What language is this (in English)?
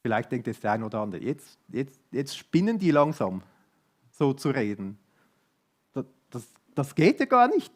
Swiss German